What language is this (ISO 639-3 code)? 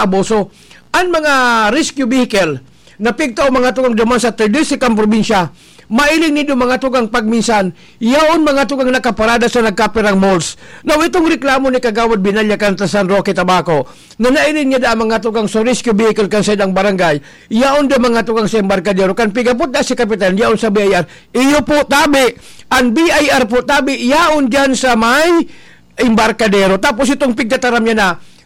bik